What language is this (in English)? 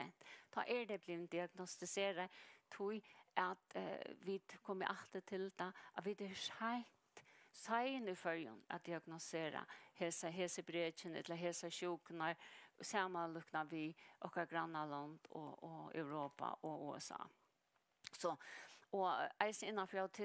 Faroese